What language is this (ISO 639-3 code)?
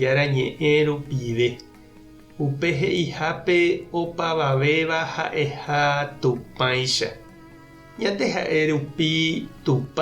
grn